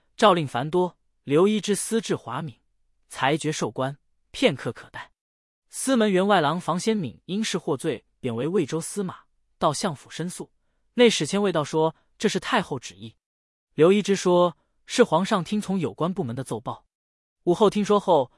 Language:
Chinese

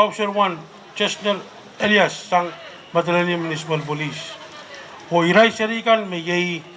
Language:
Pohnpeian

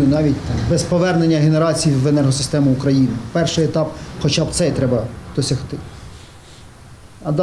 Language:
Ukrainian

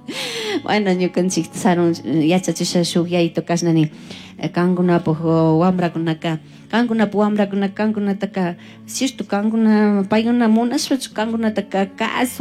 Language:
Chimborazo Highland Quichua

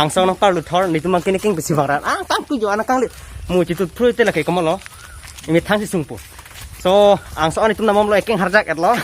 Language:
Karbi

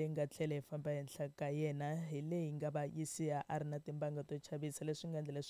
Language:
Tsonga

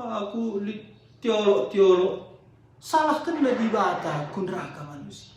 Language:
Batak Karo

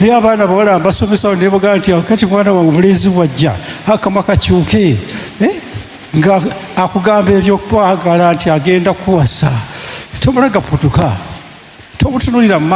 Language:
Ganda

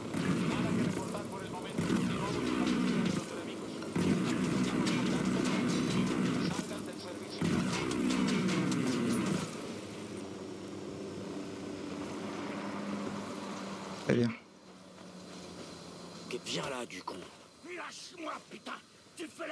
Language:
French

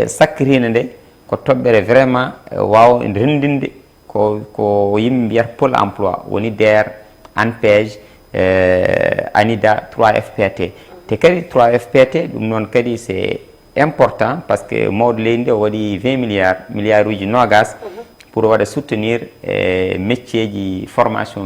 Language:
Fula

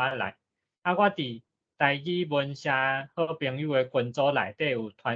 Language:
Min Nan Chinese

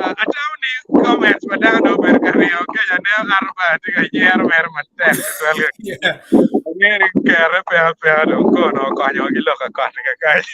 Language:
Acoli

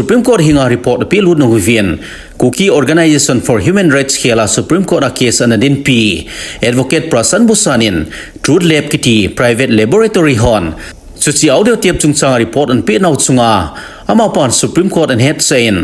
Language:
Thado Chin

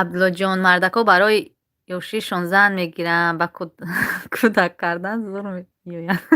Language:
Tajik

